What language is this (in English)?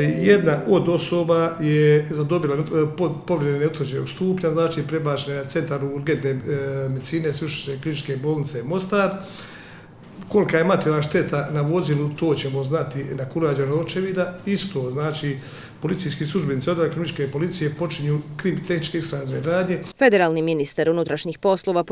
Bosnian